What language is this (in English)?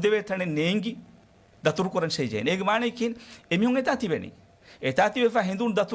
Divehi